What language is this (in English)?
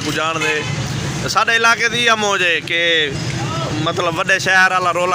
Saraiki